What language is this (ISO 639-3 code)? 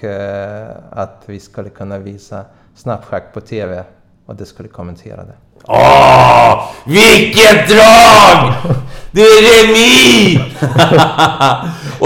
swe